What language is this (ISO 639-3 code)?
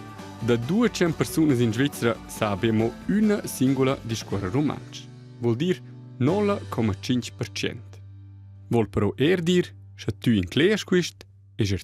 roh